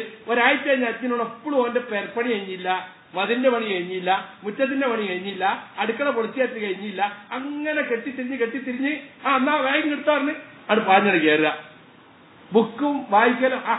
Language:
Malayalam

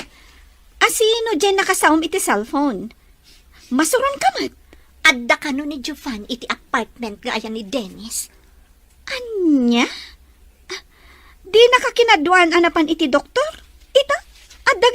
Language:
Iloko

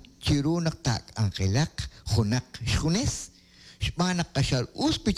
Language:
Kekchí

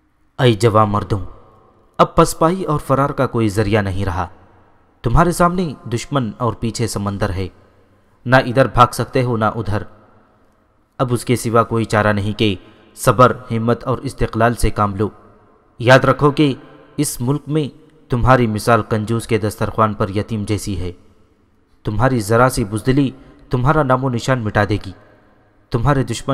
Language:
Urdu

